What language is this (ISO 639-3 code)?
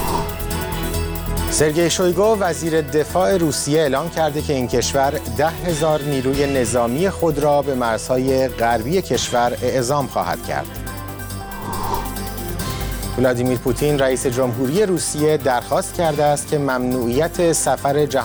fas